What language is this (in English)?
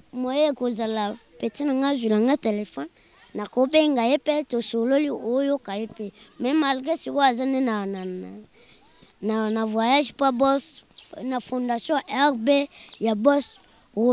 Lingala